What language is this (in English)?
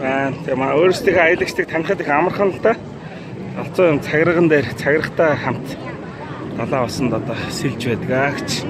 Mongolian